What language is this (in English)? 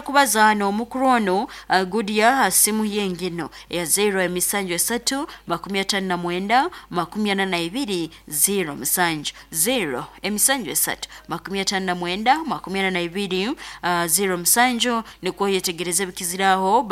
Nyoro